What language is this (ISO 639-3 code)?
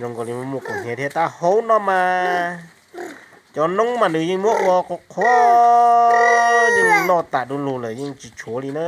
hmn